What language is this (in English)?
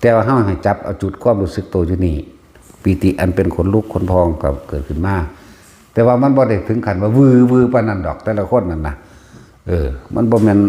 Northeastern Thai